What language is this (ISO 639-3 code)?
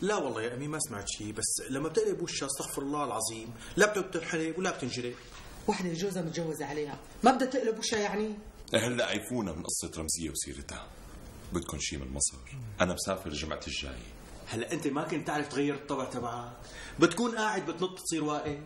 apc